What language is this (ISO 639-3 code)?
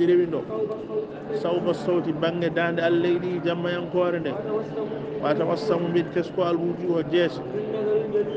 ful